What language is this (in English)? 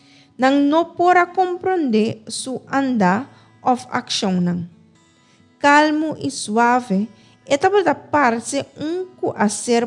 Papiamento